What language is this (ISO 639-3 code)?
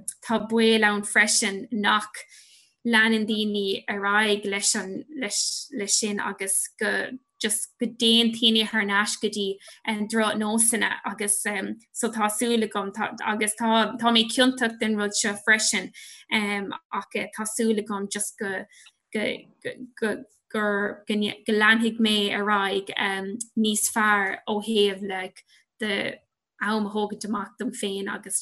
gle